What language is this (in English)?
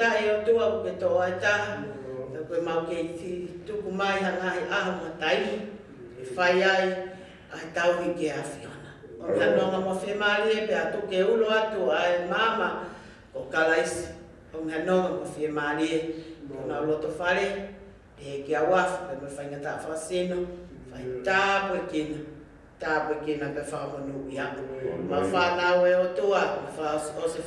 Tongan